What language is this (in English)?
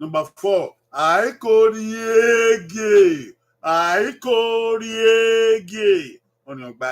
Bini